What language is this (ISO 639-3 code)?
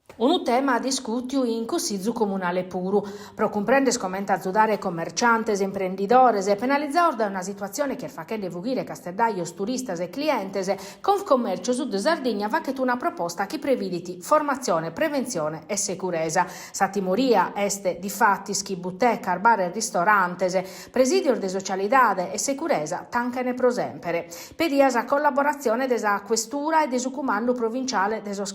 srd